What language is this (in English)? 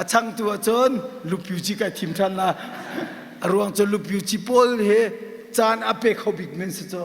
Hakha Chin